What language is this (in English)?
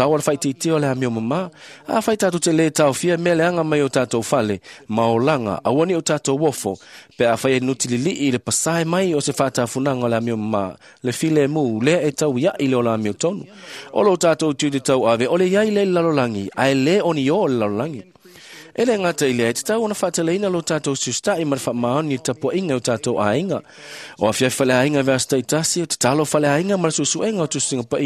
Samoan